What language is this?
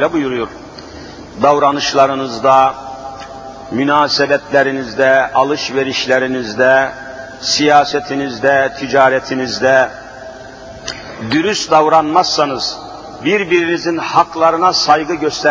Turkish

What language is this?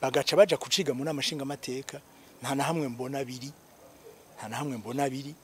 Rundi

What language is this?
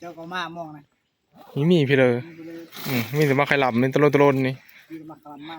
Northeastern Thai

